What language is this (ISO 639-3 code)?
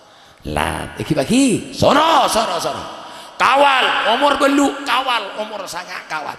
mad